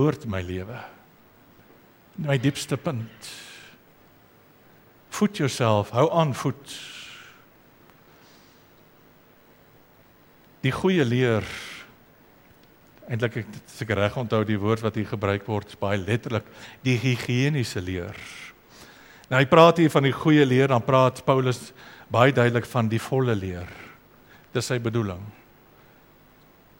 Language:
Afrikaans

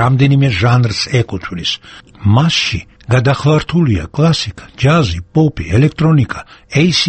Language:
Georgian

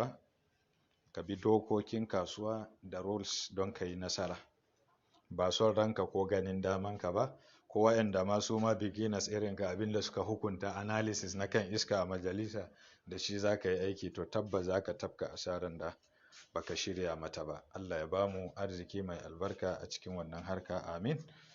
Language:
Hausa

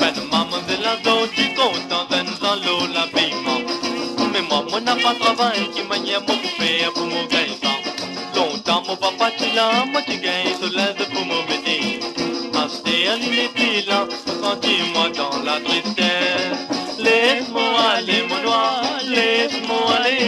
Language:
Morisyen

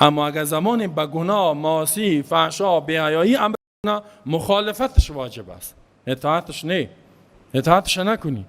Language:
Persian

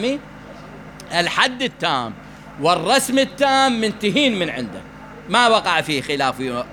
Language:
Mesopotamian Arabic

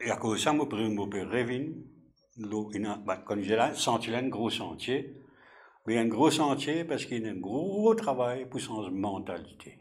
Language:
Morisyen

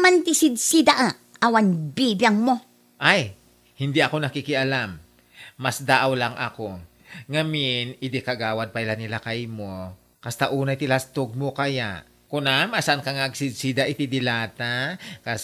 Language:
Iloko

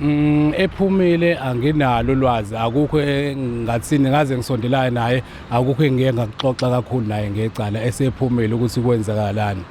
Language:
Zulu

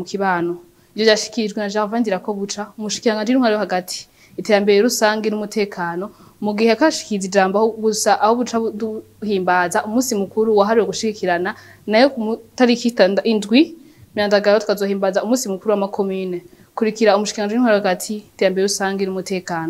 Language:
Rundi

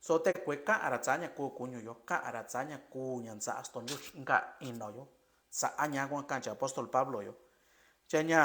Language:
Mixtepec Mixtec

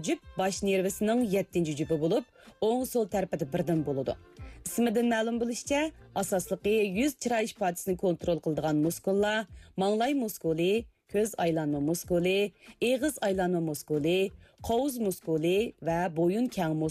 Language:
Uyghur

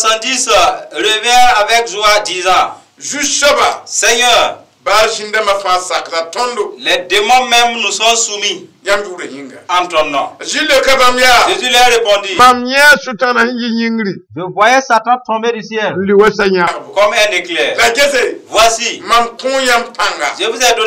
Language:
Mossi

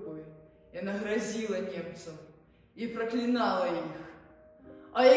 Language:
Belarusian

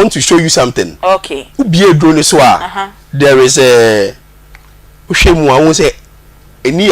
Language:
Akan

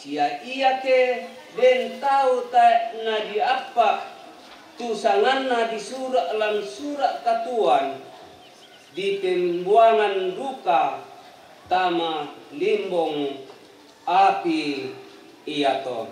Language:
Toraja-Sa'dan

